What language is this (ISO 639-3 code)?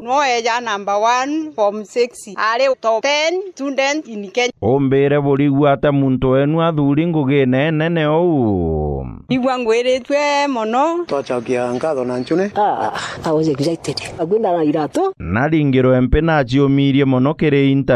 mer